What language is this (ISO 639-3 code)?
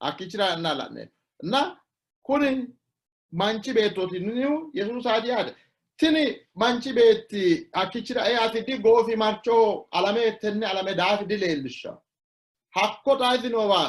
sid